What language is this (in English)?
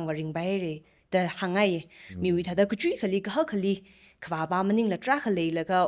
Tangkhul Naga (India)